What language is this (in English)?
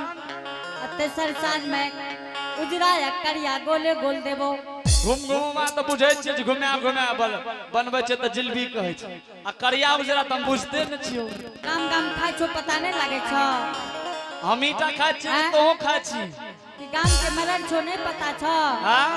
Angika